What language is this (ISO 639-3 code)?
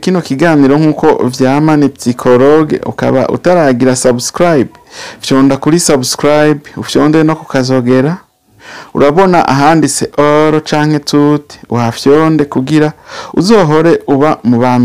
run